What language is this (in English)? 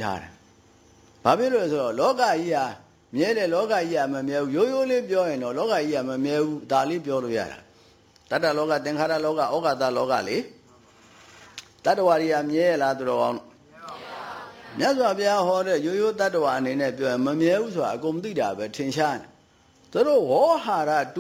Burmese